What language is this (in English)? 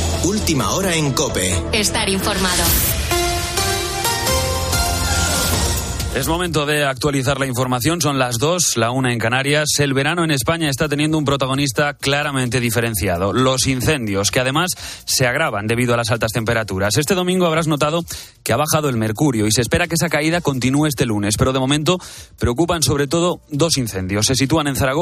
Spanish